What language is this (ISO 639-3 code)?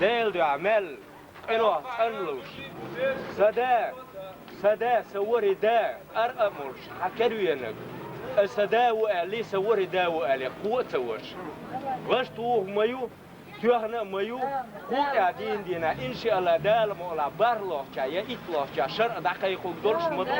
che